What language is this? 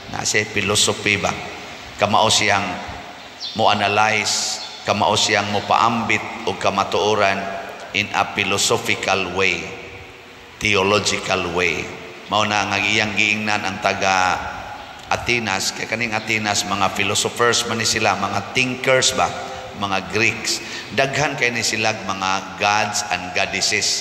Cebuano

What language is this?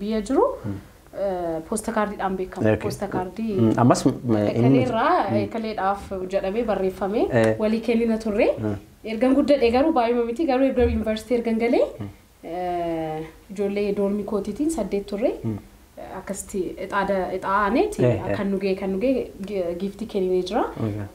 Oromo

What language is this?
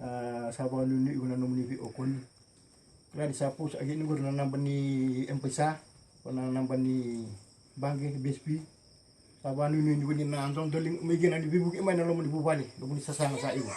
Fijian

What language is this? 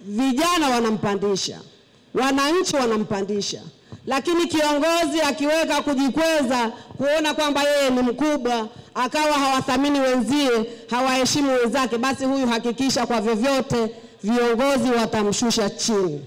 Swahili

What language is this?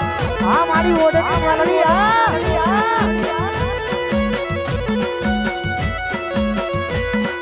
Gujarati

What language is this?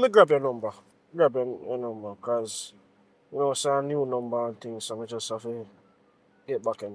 Jamaican Creole English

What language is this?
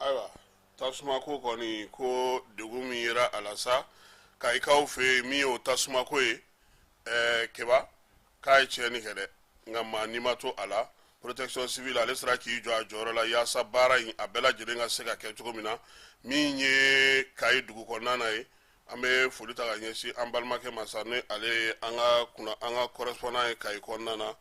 Bambara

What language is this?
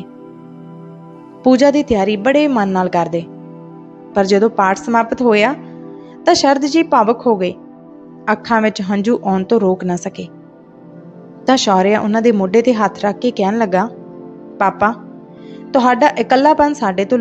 Punjabi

